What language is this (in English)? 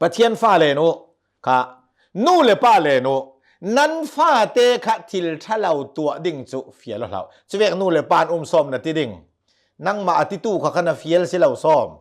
Hakha Chin